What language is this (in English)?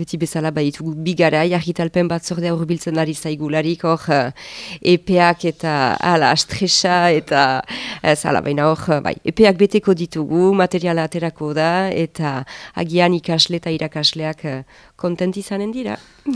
Basque